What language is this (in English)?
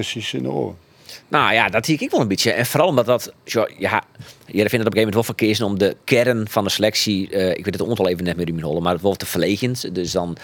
Western Frisian